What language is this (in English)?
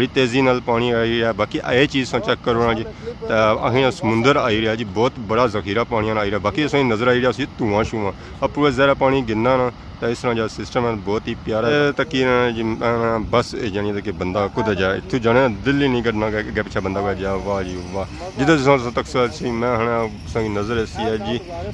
Pahari-Potwari